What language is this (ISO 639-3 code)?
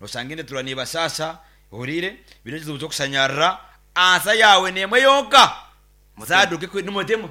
nyn